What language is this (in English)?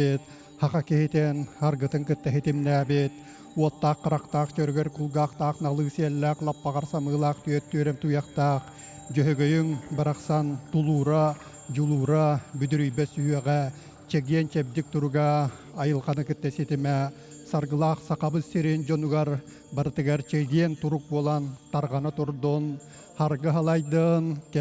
Yakut